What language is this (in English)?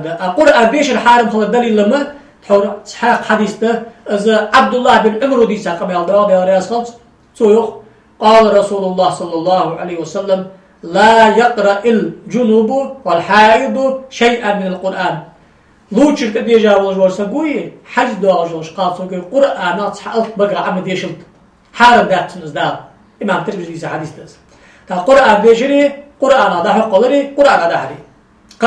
Ingush